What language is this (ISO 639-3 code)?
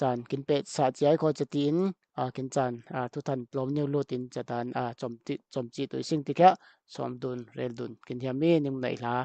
cfm